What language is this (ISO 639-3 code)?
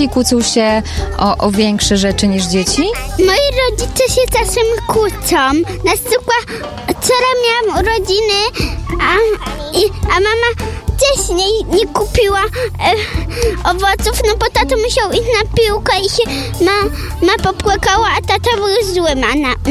pol